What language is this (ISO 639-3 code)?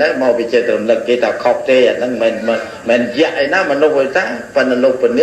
khm